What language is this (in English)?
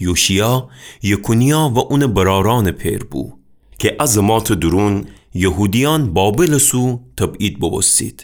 Gilaki